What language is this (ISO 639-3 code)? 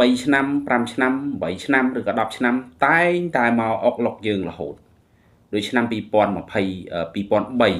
khm